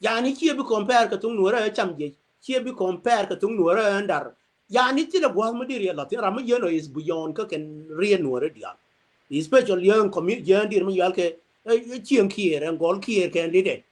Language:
Nuer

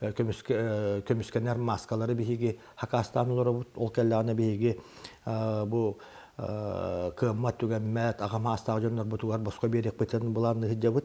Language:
Yakut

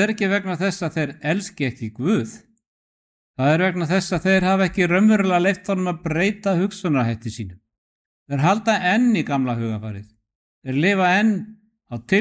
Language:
Icelandic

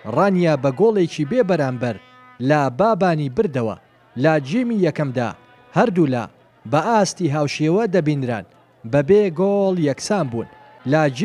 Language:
Central Kurdish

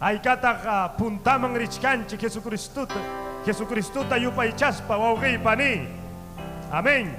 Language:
Ayacucho Quechua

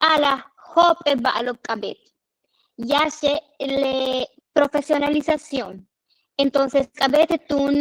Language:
Yucateco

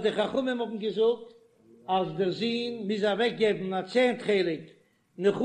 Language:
Yiddish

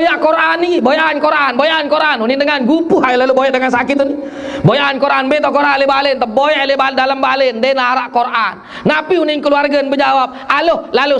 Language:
Sasak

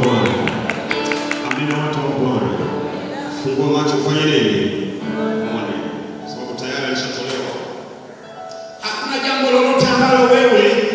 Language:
Swahili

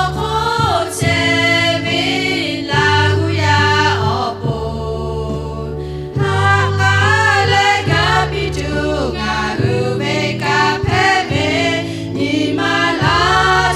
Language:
Lahu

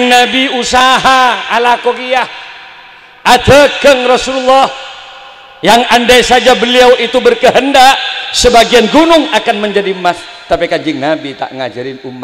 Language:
Madurese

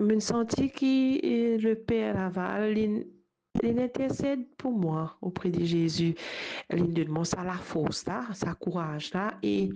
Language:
Morisyen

